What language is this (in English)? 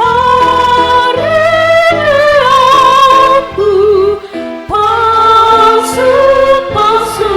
Batak Toba